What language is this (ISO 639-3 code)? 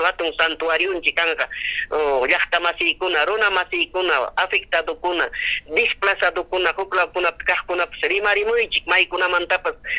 quy